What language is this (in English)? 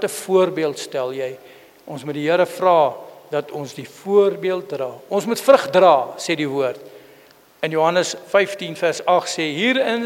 Afrikaans